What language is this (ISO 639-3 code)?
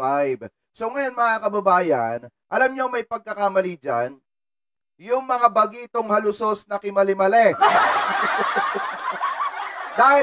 fil